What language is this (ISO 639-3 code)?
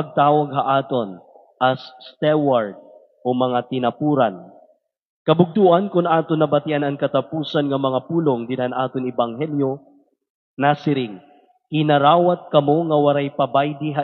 war